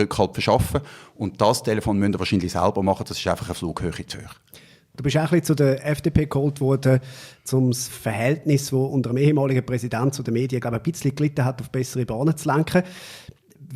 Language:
Swiss German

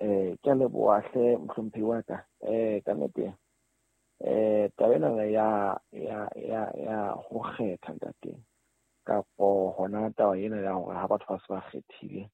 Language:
Southern Sotho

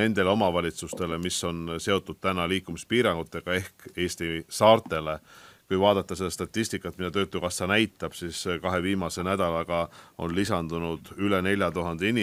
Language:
Estonian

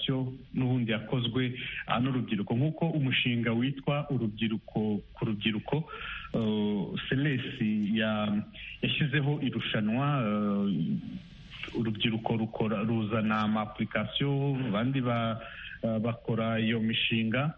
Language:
Kinyarwanda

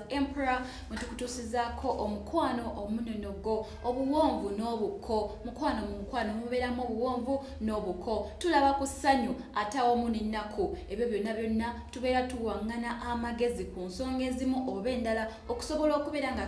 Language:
Ganda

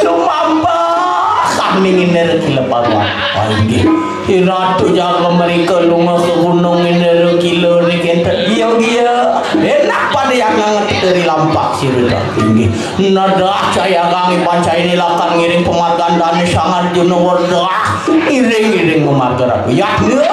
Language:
Balinese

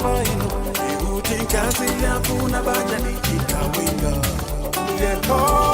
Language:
Nyanja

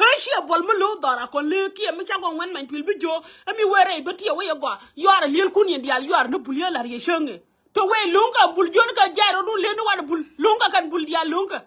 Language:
Nuer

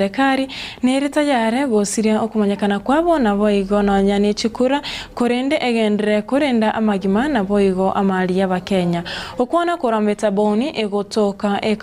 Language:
Gusii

